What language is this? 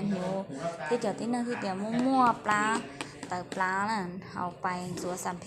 Hmong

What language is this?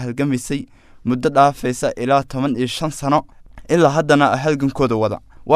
Somali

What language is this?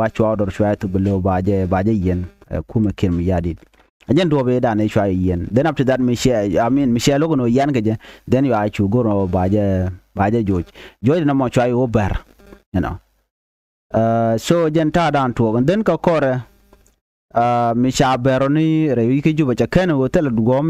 Nuer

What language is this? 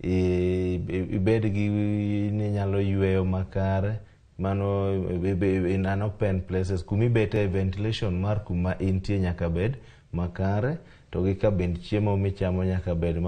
Luo (Kenya and Tanzania)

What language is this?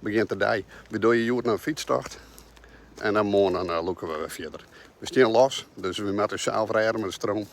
Western Frisian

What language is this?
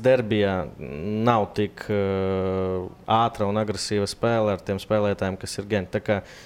Latvian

